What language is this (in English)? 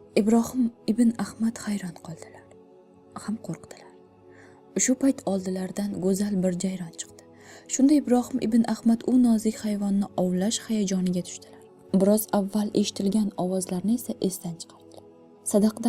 Uzbek